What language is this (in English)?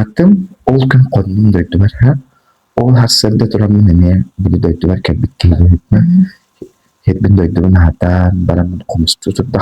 Yakut